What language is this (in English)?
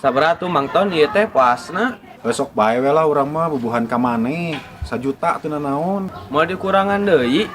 Sundanese